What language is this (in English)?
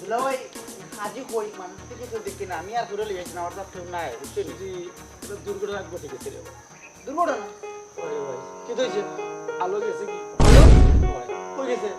Sylheti